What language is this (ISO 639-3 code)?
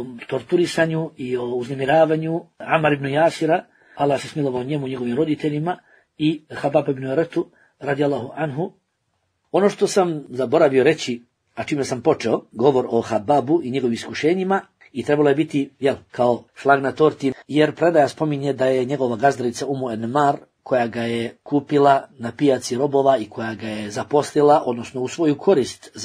bos